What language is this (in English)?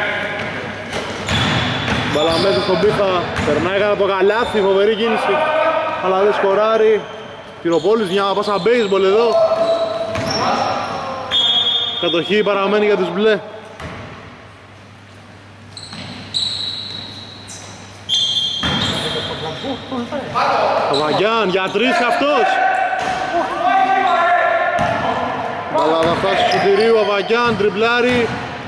Greek